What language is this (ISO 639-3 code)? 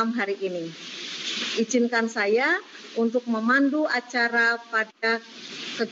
ind